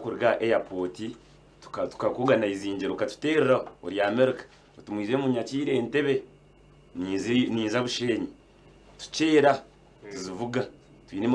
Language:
Nyankole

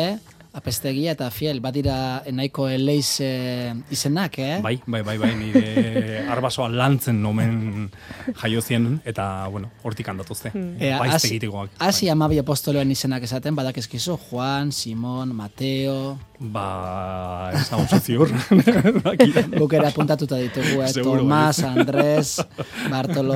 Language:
Basque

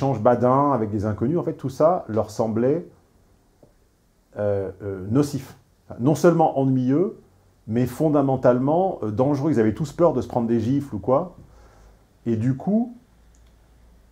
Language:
French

